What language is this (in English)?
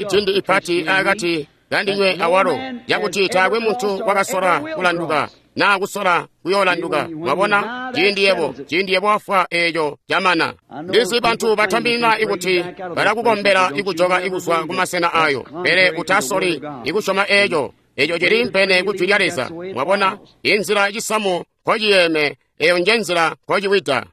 Tonga (Zambia)